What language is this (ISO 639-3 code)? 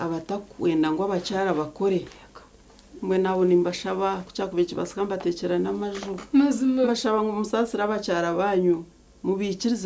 nyn